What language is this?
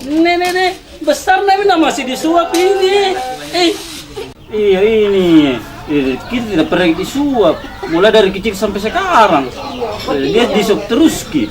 Makassar Malay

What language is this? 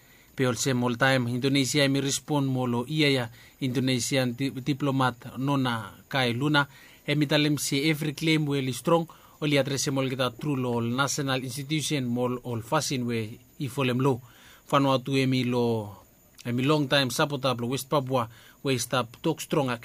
Bislama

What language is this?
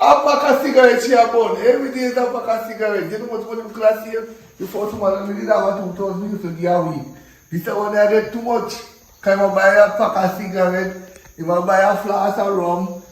Jamaican Creole English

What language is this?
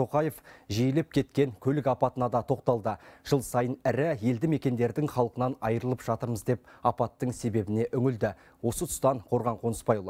Kazakh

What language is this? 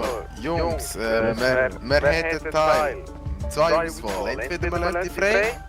Swiss German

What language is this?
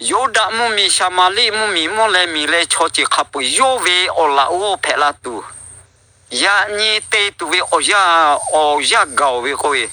Lahu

